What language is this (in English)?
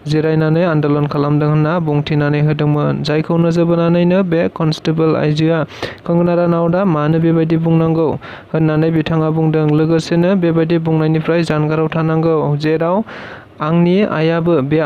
Bodo